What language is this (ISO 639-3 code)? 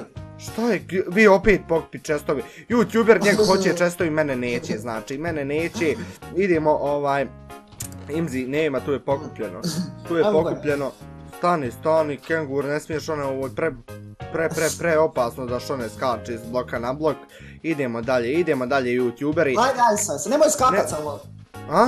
bos